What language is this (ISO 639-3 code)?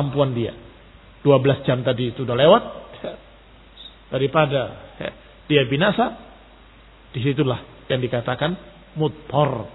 ind